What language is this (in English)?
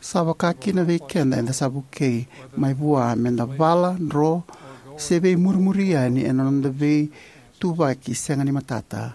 Fijian